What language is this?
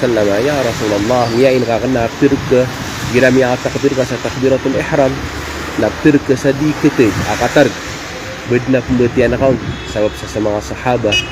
Maranao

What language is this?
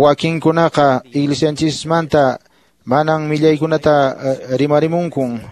Quechua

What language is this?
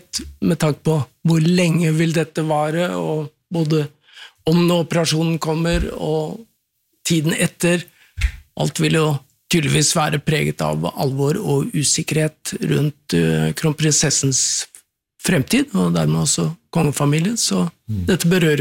Norwegian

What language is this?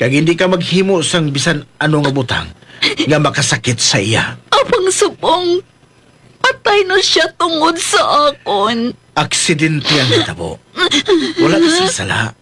Hiligaynon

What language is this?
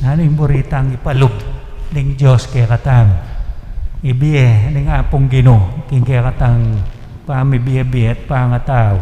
Pampanga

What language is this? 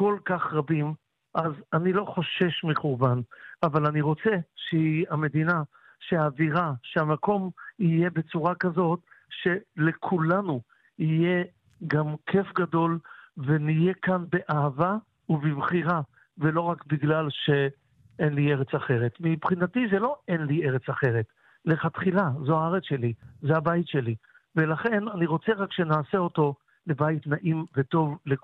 Hebrew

